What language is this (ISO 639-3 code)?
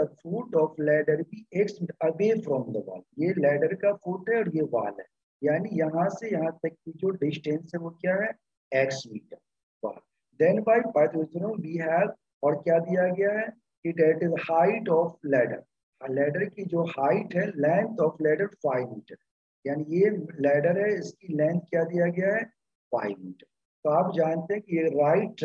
hin